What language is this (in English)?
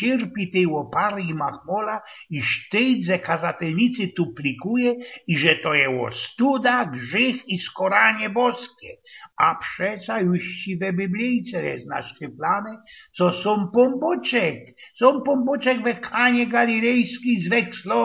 Silesian